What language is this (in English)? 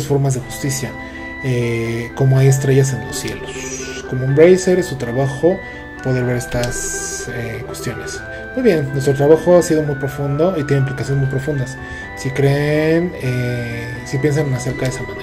Spanish